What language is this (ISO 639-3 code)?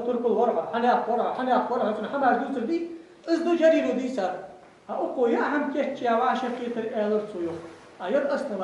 inh